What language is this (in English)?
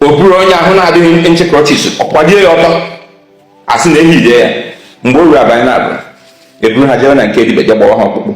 Igbo